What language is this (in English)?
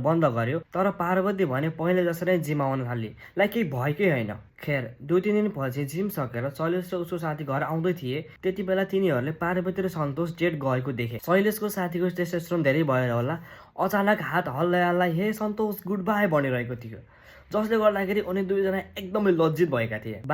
Nepali